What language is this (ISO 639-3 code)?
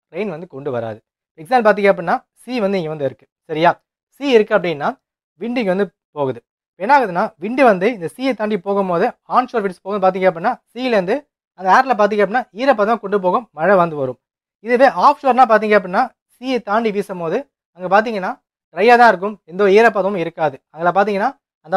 tam